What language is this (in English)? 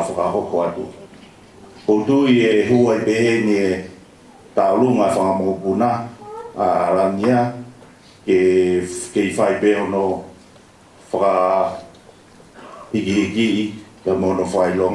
Tongan